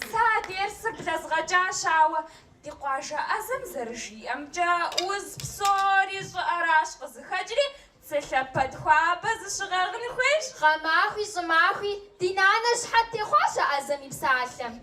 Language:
Kabardian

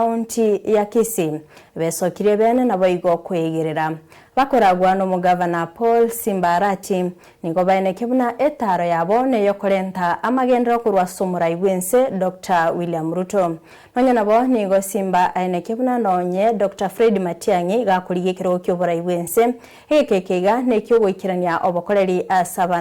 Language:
Gusii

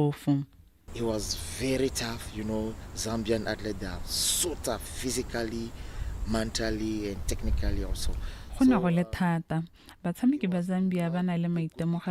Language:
Tswana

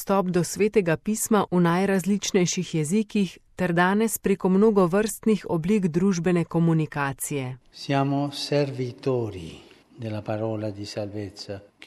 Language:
Slovenian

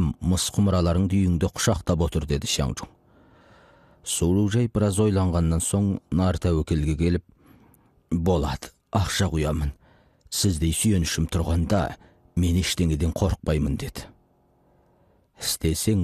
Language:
Kazakh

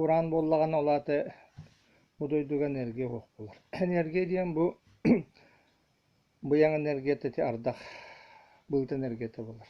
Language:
Yakut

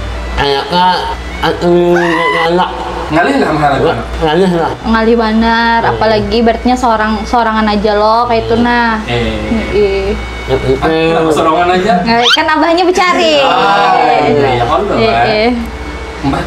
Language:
Banjar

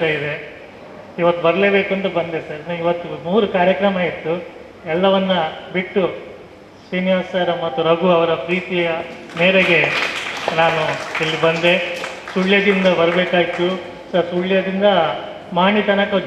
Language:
Kannada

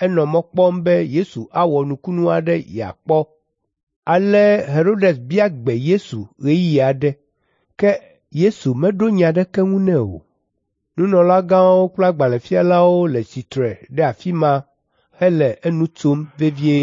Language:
Ewe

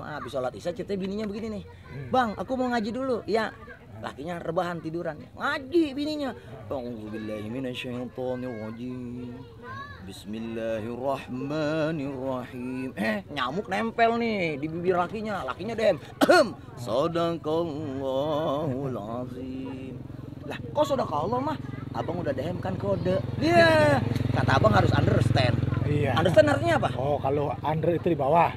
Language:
Betawi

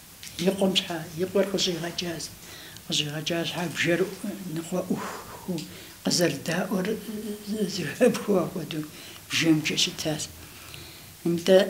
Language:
Kabardian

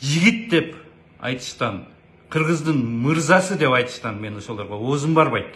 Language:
Kyrgyz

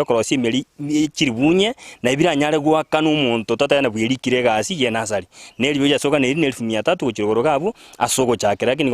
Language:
Gusii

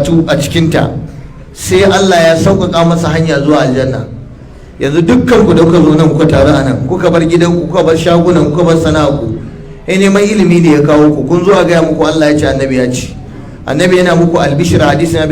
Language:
Hausa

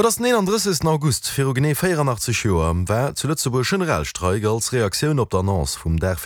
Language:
Luxembourgish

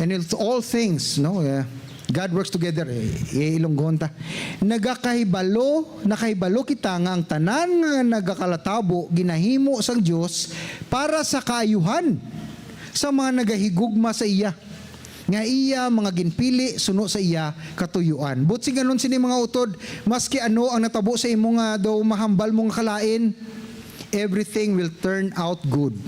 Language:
Hiligaynon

